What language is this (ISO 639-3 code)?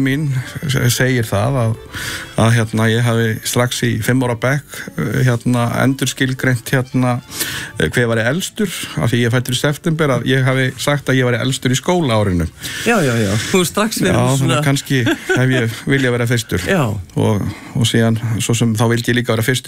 isl